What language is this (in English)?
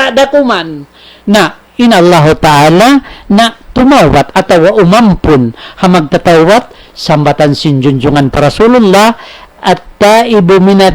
Tausug